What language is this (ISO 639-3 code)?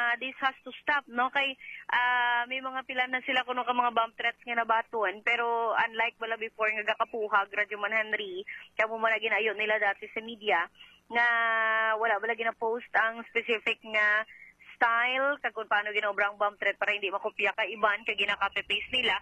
hil